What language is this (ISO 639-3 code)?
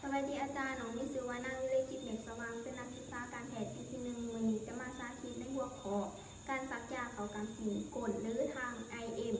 lao